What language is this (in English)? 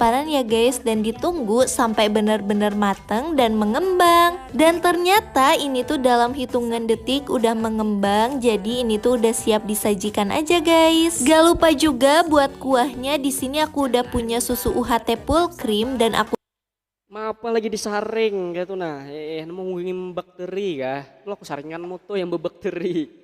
Banjar